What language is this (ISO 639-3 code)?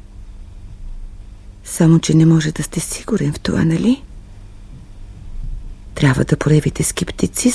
bul